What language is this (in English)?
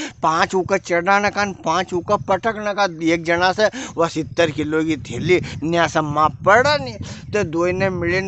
Rajasthani